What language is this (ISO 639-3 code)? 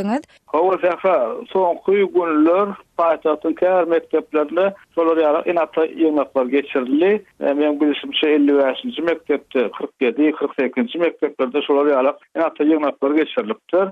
tuk